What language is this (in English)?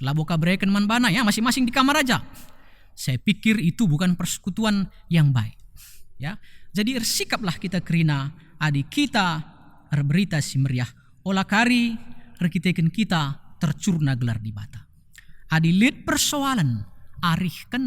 Batak Karo